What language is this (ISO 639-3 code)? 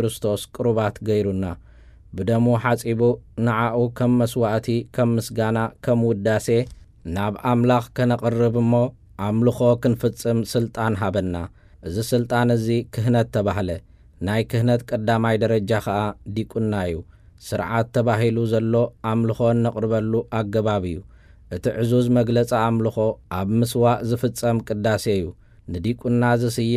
tir